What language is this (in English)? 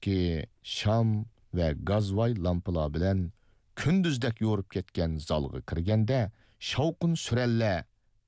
Uyghur